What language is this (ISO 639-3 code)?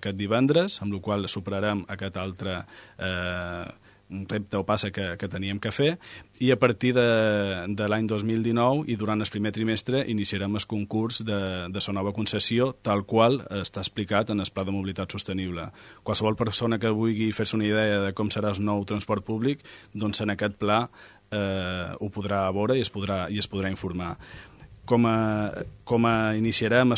cat